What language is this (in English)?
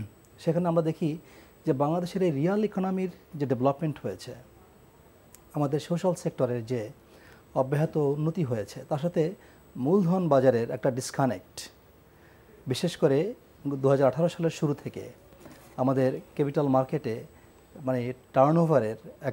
Bangla